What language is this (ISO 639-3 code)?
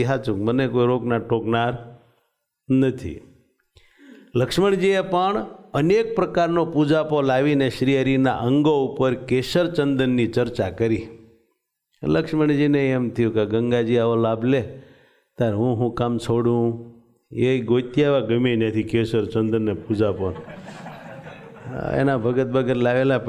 guj